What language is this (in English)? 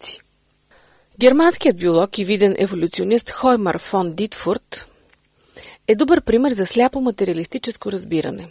Bulgarian